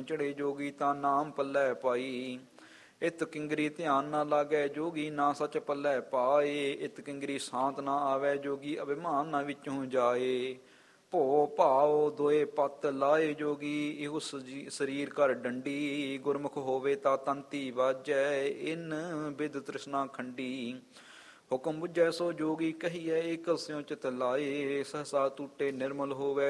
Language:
Punjabi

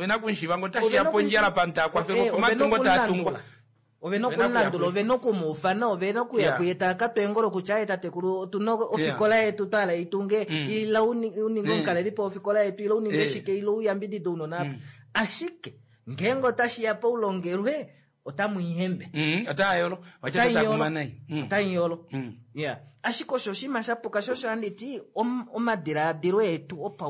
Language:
Kuanyama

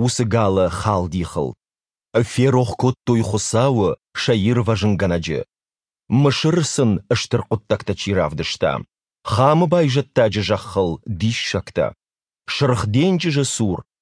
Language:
Ossetic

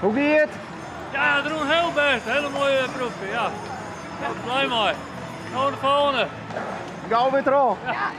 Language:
Western Frisian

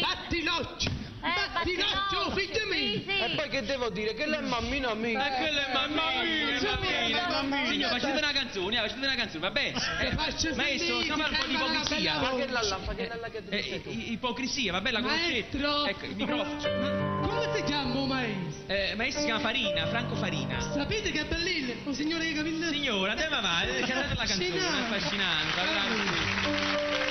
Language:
Neapolitan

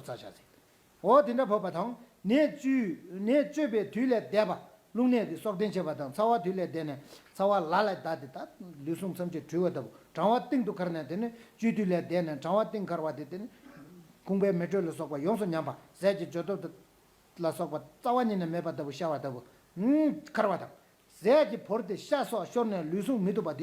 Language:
Tibetan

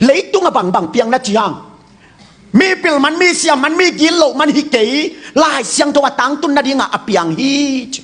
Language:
Tedim Chin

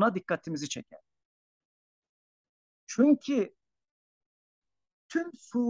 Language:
Turkish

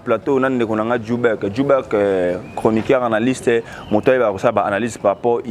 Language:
Lingala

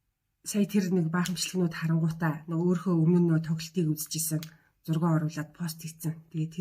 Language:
Mongolian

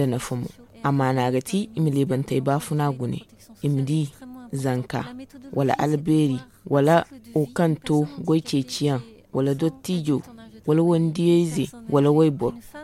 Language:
Zarma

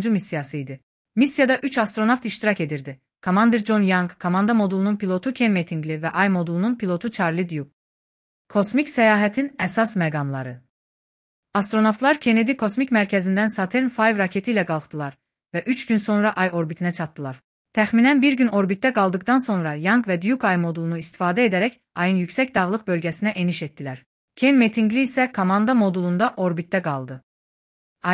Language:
Azerbaijani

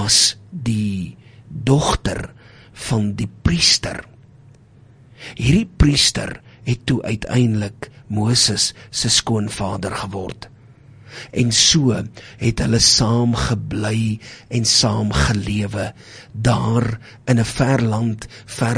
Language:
Afrikaans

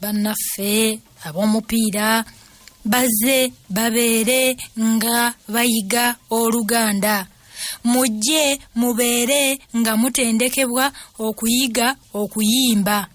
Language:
Ganda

